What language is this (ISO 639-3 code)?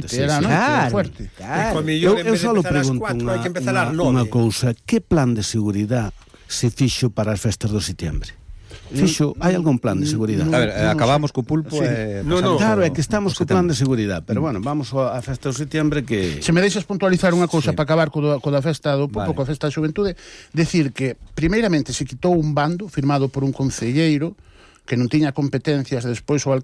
glg